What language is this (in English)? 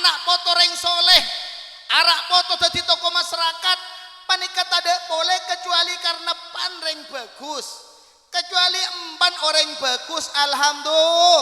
Madurese